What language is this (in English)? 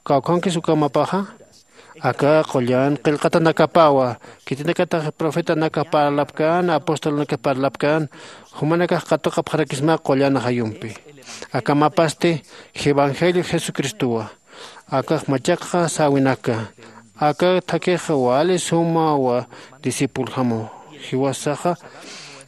Aymara